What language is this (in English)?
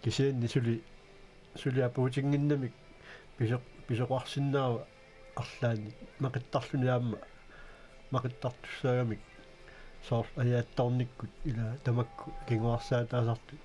Kalaallisut